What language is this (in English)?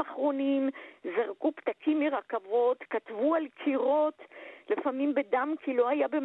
Hebrew